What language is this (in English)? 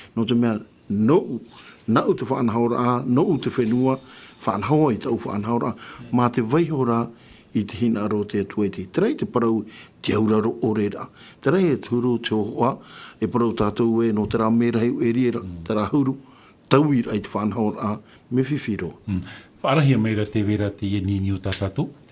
Tahitian